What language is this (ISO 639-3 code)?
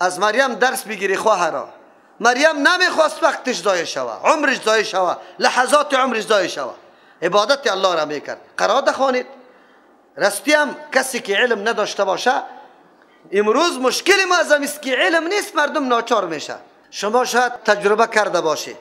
fas